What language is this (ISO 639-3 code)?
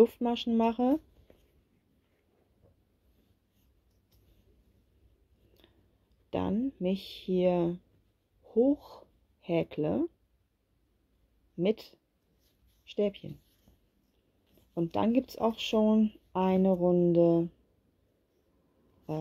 deu